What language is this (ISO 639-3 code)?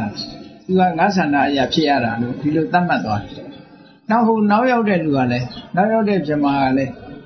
mya